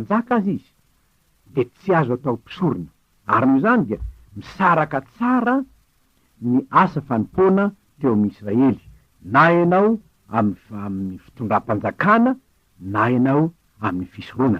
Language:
Malagasy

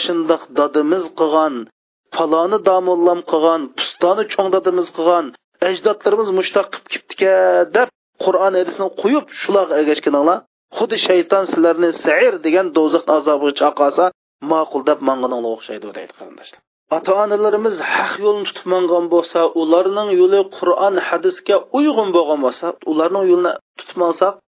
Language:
Uyghur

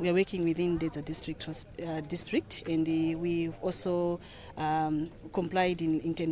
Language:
English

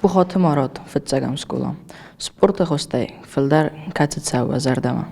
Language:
Ossetic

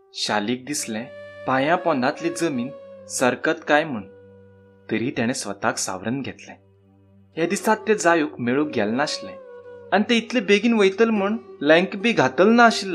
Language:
Konkani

